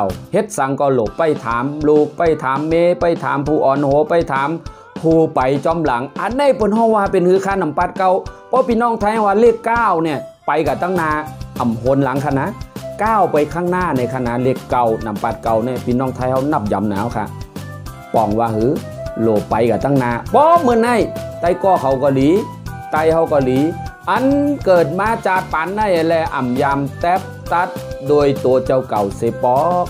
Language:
Shan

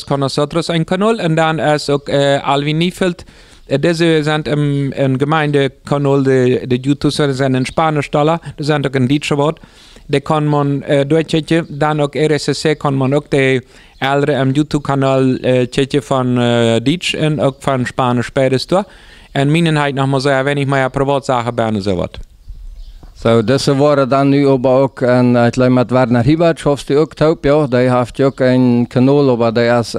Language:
Plautdietsch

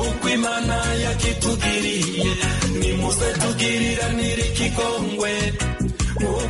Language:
Kinyarwanda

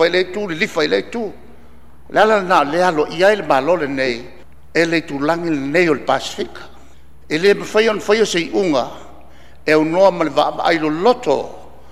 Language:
Samoan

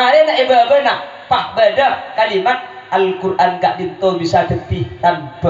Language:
Madurese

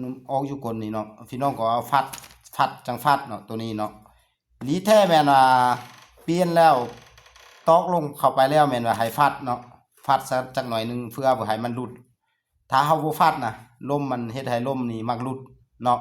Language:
Lao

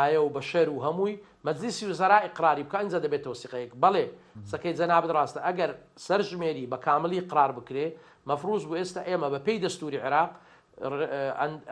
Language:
Central Kurdish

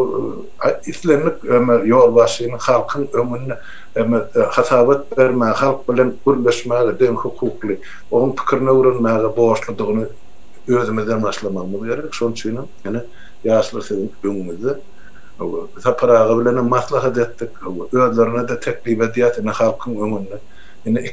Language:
Turkmen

